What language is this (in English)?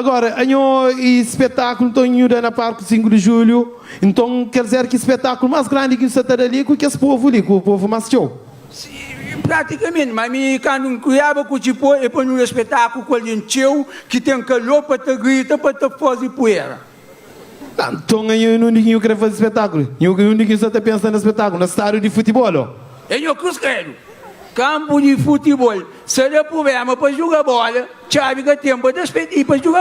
Kabuverdianu